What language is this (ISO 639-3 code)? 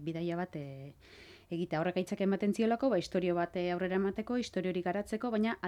eus